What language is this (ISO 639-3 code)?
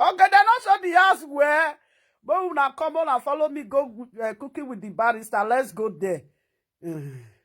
pcm